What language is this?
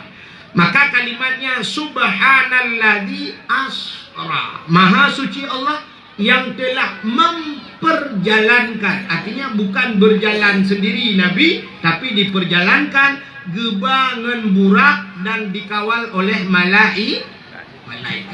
Achinese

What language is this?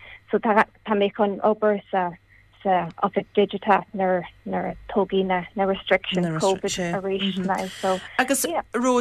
Irish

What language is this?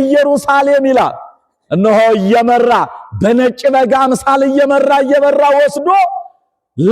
Amharic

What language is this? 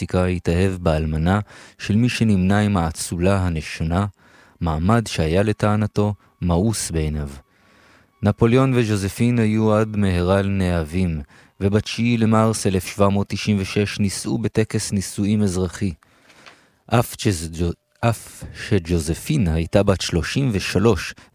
Hebrew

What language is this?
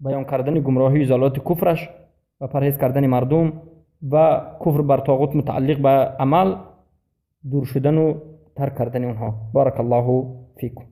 Persian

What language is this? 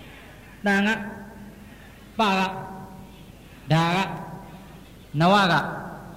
Burmese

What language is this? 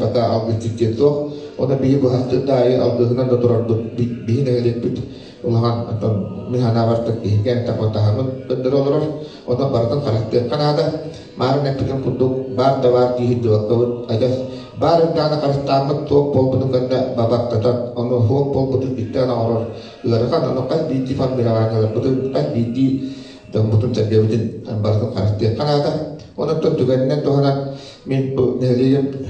Yakut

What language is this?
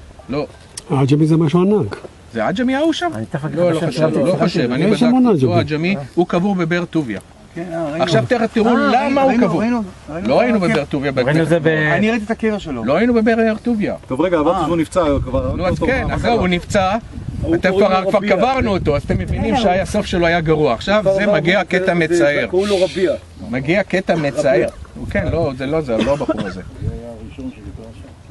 Hebrew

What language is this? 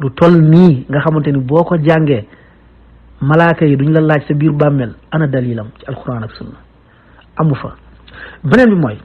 Wolof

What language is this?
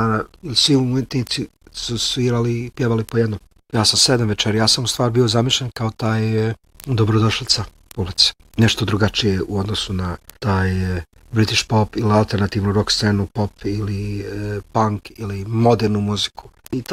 Bosnian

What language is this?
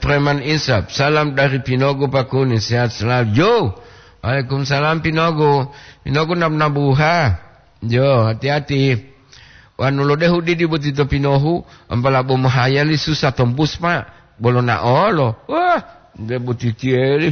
Gorontalo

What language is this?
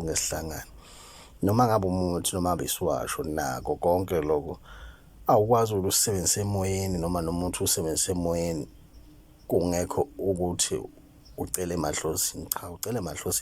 Zulu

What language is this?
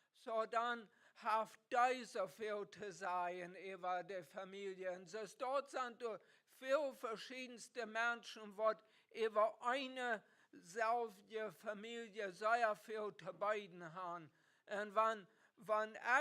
Plautdietsch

